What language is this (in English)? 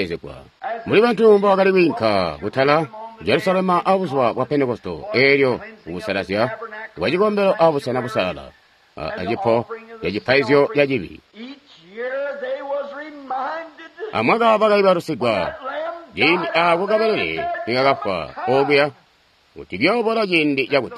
Tonga (Zambia)